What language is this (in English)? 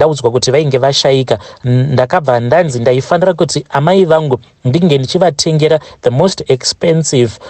Shona